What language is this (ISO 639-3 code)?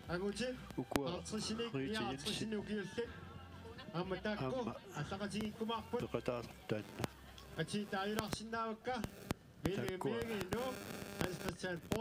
kal